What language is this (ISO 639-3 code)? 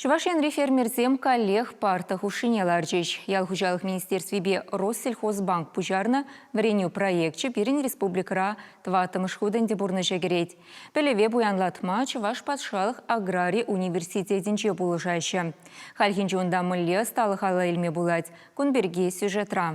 chv